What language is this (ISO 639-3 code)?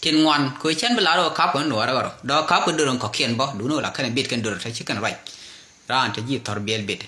nus